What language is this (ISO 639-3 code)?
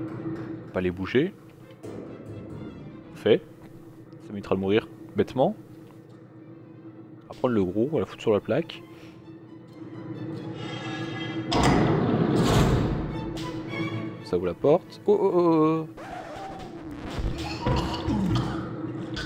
fra